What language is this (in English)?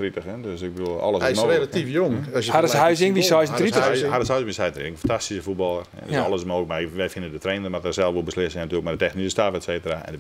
Western Frisian